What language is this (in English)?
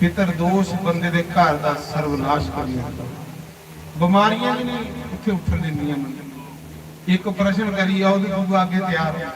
Dogri